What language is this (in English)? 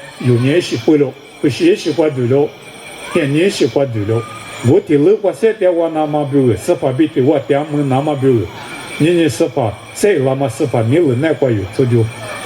Lisu